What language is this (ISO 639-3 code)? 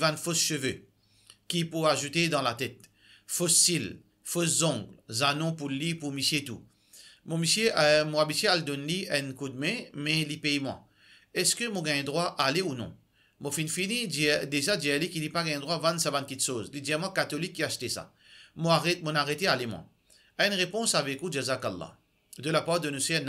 mfe